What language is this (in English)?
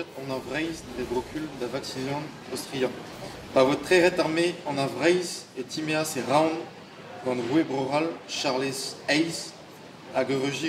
Breton